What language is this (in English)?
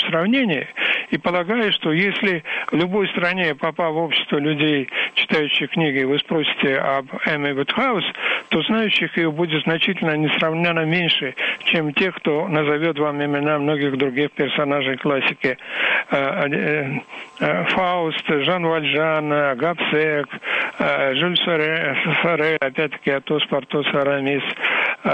Russian